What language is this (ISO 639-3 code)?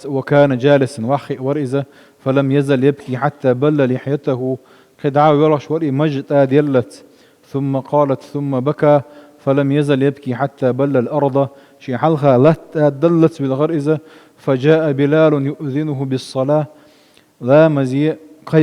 che